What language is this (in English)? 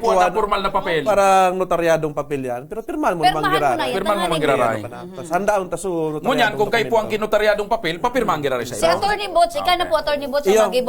Bikol